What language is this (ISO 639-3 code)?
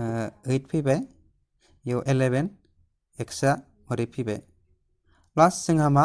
brx